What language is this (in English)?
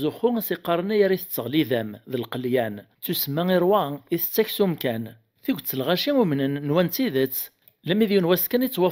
Kabyle